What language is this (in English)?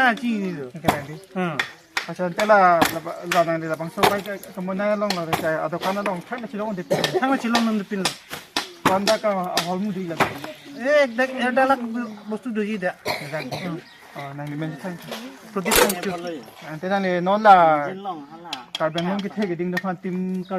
Karbi